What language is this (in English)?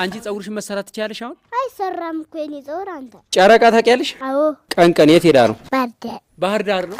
Amharic